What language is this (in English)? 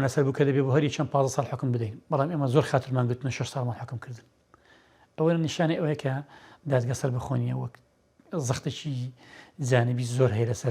Central Kurdish